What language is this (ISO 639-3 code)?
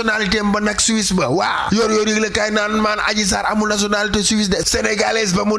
wol